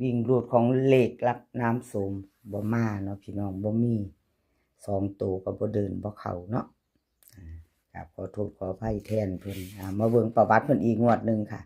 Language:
Northeastern Thai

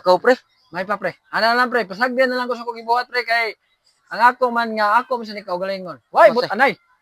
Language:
Cebuano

